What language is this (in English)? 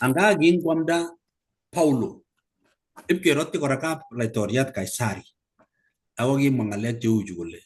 Kalenjin